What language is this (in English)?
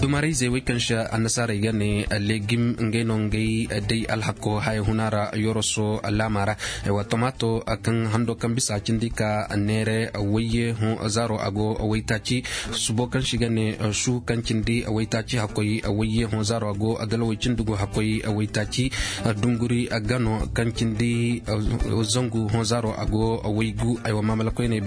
Zarma